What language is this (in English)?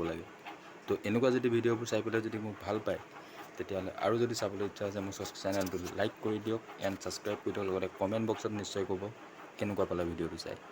Assamese